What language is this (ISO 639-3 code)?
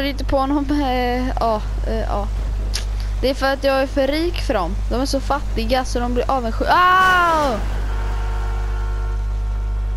swe